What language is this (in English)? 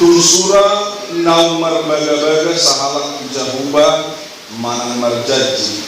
Batak Toba